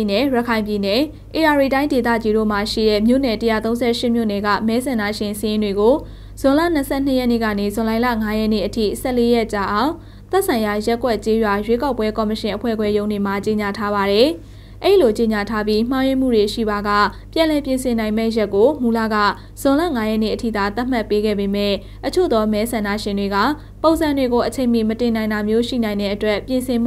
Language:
Burmese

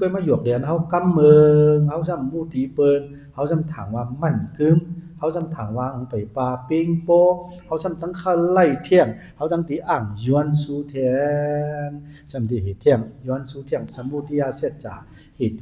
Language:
Shan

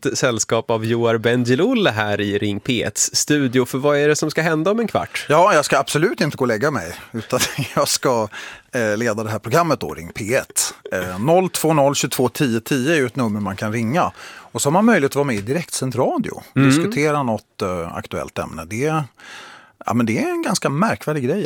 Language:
Swedish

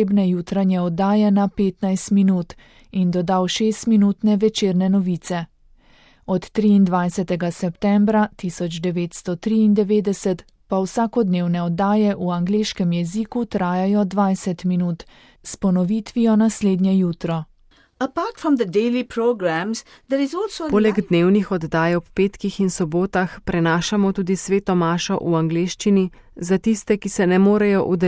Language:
Slovenian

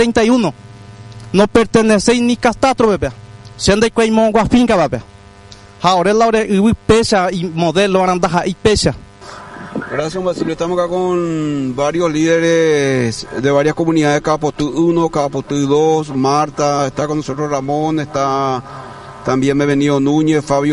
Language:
Guarani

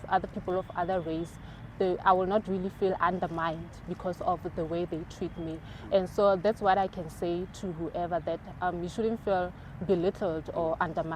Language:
Tswana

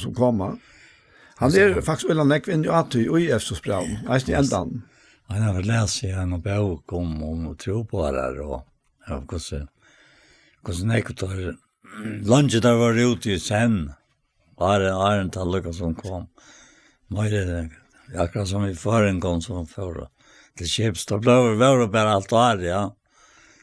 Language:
Faroese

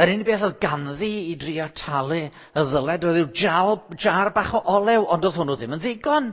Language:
Welsh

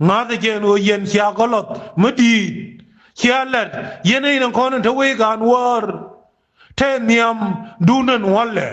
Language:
Nuer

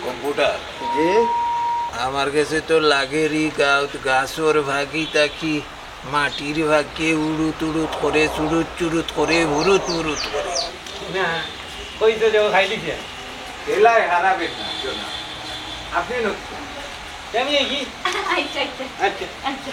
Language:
Sylheti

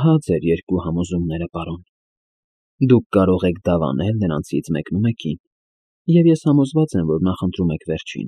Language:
Armenian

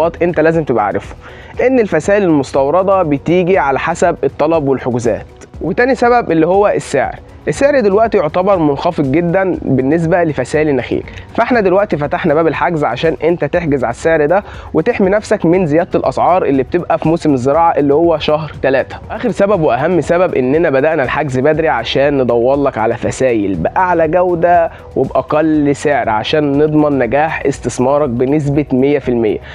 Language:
Egyptian Arabic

